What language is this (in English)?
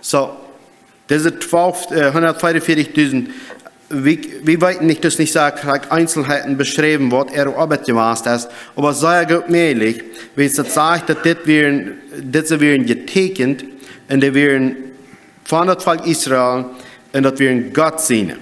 Plautdietsch